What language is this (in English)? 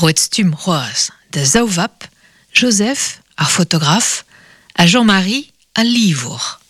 Breton